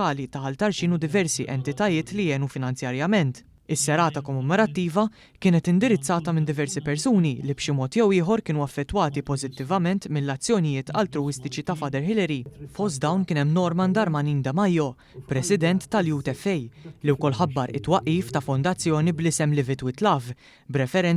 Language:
Maltese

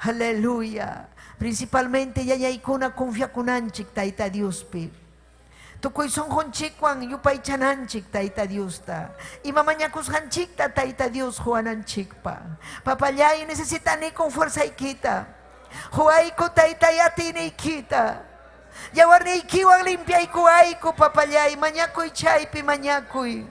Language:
Ayacucho Quechua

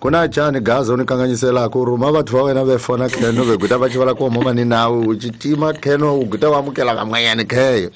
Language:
Tsonga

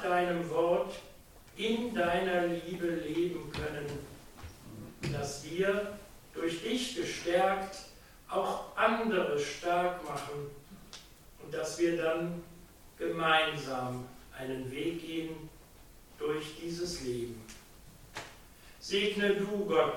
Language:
German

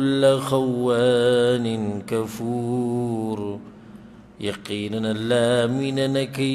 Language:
Pashto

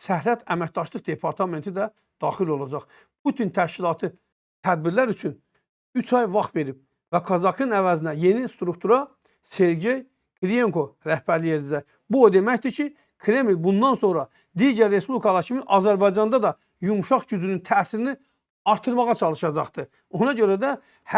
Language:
Azerbaijani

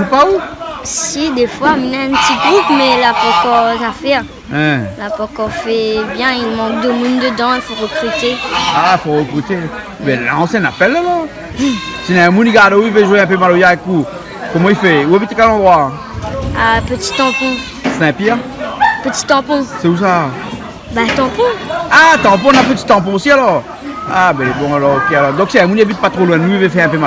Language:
Réunion Creole French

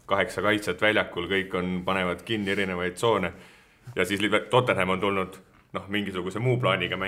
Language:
Estonian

